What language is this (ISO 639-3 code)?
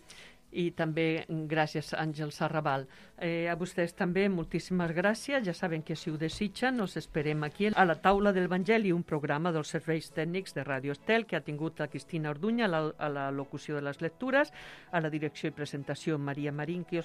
cat